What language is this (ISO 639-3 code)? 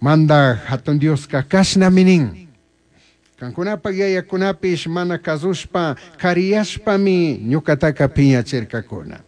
qug